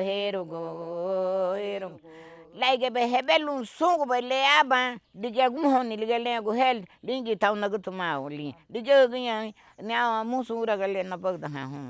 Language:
Garifuna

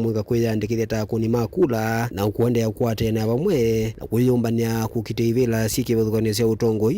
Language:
Kamba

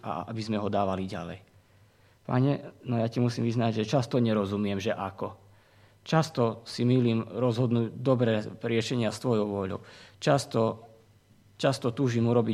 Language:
Slovak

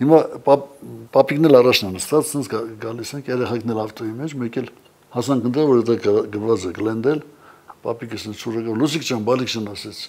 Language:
Armenian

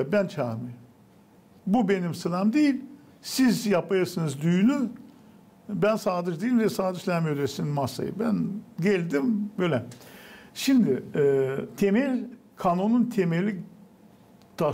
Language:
Gagauz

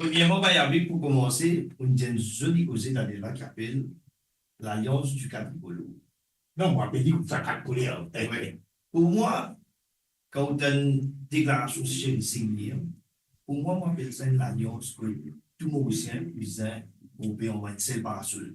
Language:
Morisyen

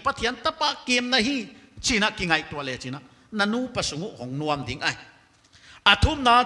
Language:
Paite Chin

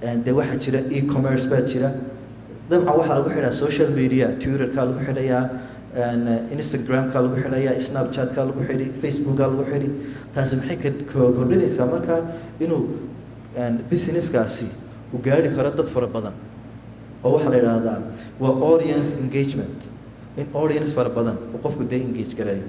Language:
Somali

